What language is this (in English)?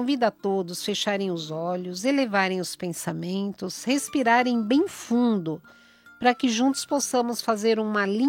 Portuguese